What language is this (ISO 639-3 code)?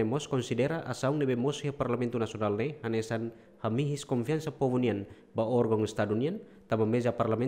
tet